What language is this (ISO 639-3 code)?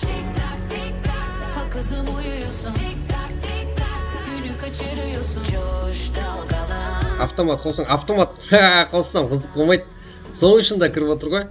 kaa